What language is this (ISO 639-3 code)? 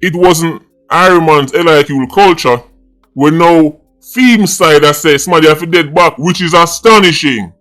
jam